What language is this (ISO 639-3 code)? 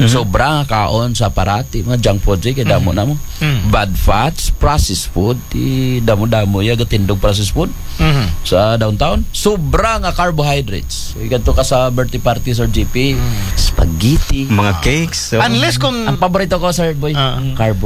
akl